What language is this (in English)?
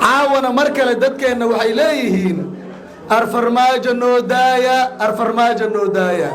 Somali